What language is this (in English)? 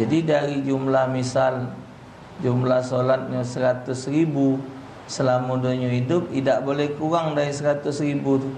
Musi